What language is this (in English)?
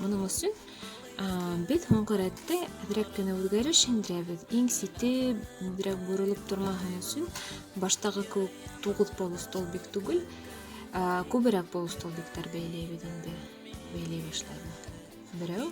Bashkir